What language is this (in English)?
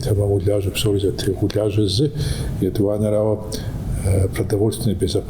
Kabardian